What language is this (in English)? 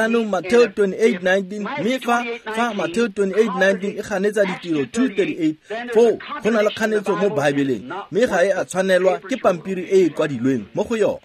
Tswana